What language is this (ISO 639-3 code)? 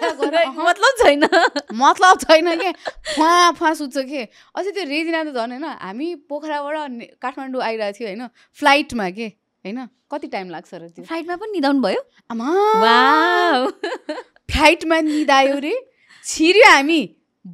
nep